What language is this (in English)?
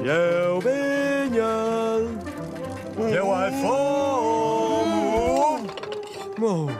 Romansh